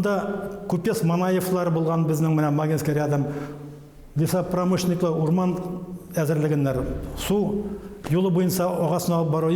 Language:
Bashkir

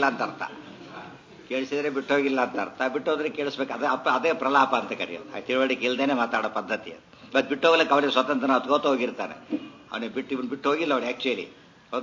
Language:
Kannada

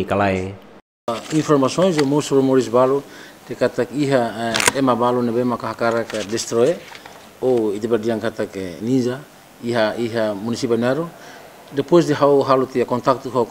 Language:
Tetum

